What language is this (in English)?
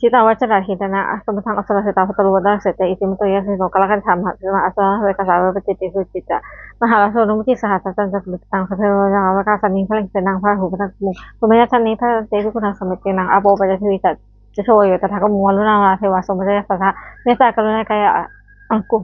Pali